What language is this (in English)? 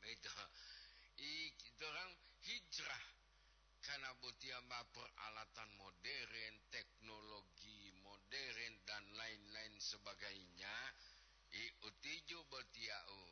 Gorontalo